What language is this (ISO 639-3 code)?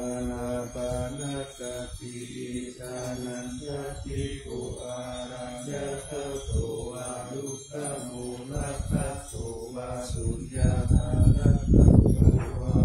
pli